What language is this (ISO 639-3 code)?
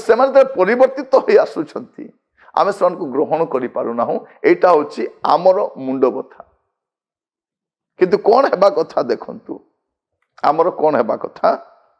ori